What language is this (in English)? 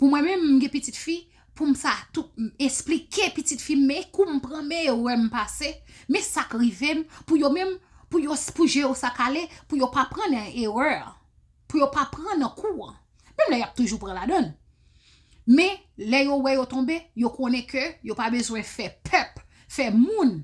Haitian Creole